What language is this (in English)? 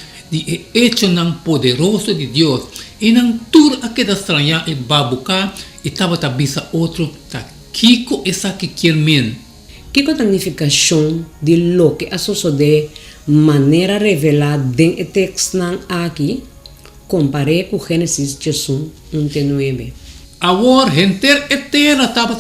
Papiamento